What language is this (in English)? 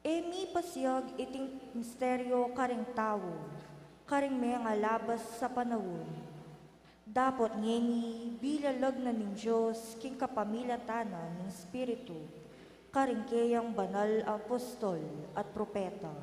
Pampanga